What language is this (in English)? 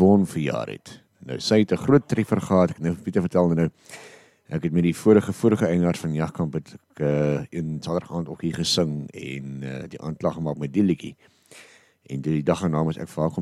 Afrikaans